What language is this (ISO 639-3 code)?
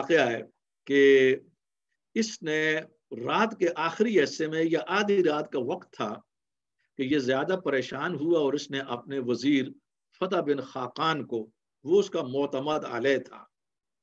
urd